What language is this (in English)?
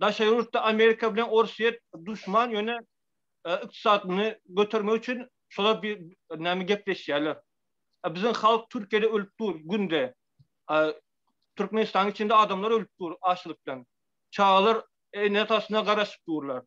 Turkmen